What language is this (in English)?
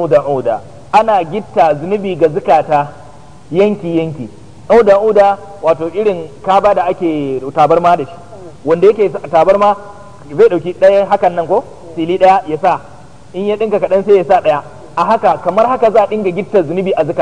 Hausa